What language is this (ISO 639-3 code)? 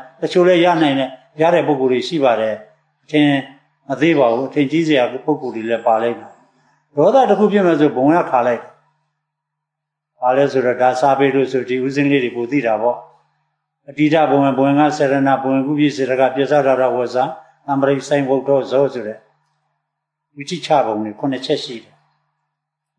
mya